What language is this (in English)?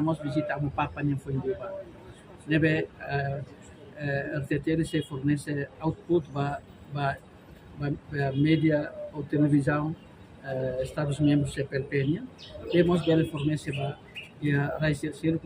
Tetum